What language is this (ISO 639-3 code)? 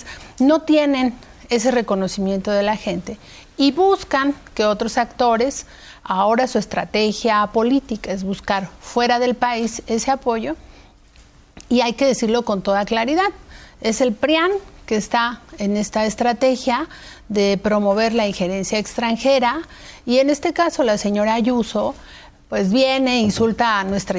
spa